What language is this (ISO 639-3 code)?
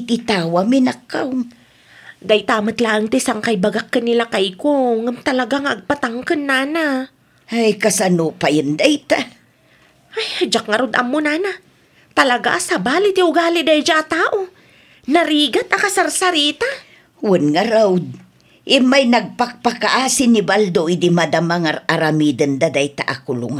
ilo